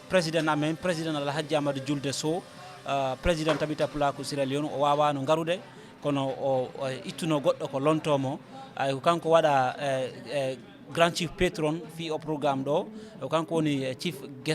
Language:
Fula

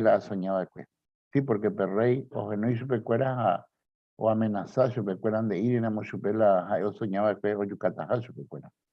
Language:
Guarani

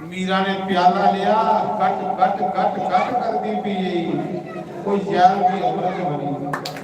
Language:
Dogri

